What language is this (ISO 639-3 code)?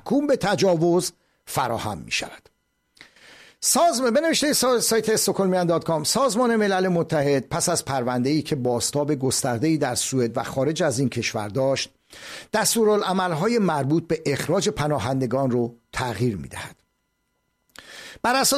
fas